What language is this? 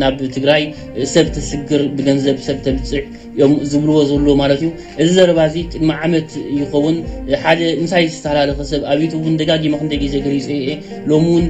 Tigrinya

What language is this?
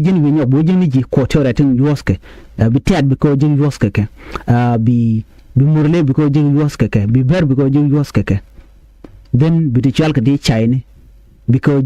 Nuer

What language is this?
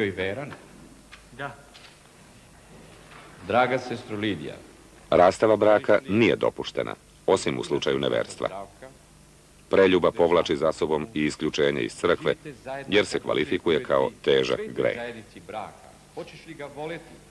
Serbian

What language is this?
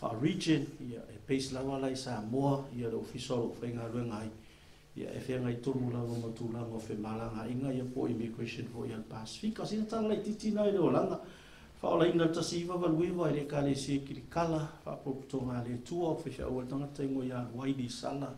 Samoan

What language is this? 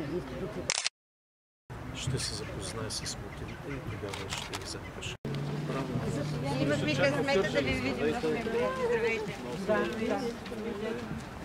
Bulgarian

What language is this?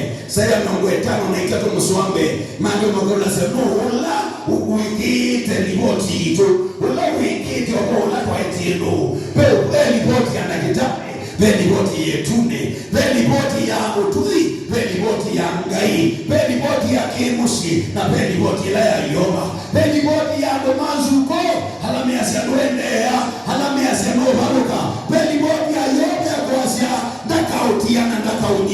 Kamba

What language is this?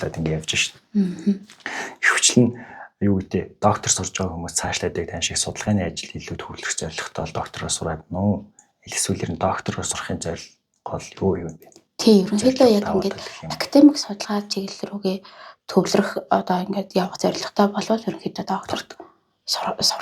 Mongolian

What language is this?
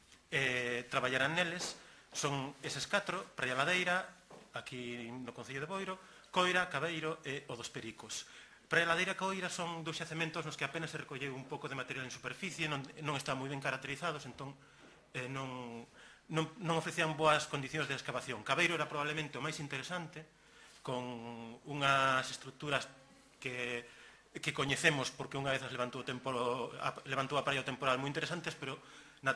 Galician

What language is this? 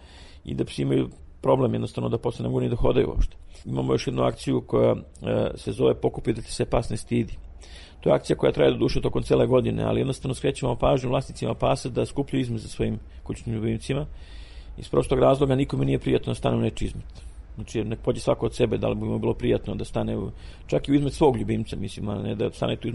Serbian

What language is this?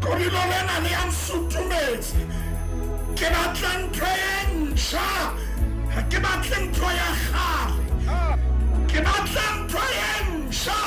Southern Sotho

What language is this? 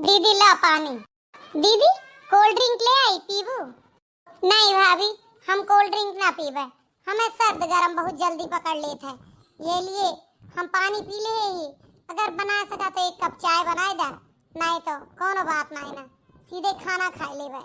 Awadhi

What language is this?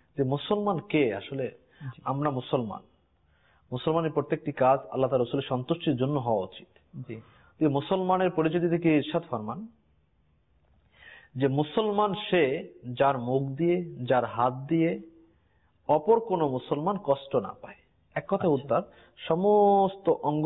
Bangla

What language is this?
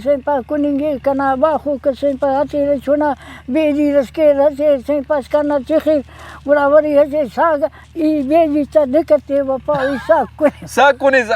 Brahui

